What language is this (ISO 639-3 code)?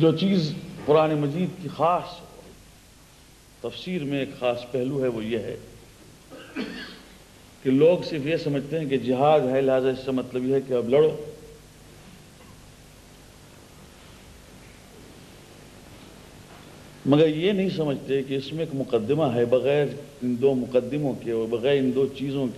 urd